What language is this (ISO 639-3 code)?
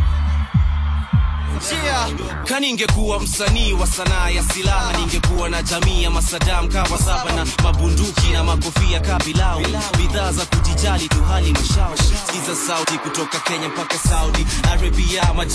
swa